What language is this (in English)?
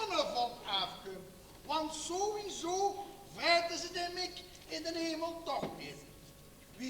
Limburgish